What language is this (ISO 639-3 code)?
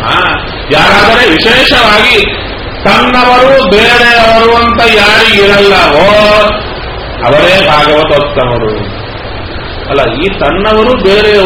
kan